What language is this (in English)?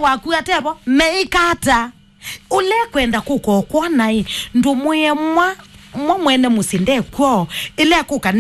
Kamba